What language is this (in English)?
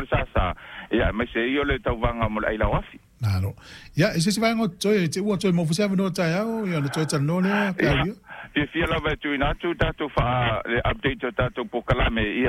Samoan